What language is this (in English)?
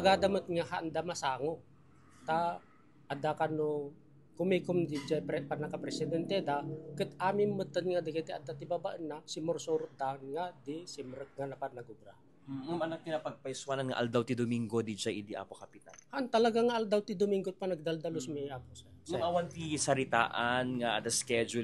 Iloko